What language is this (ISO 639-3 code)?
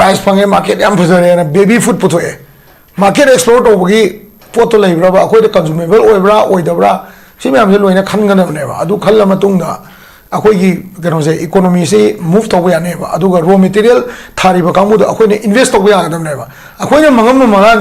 mni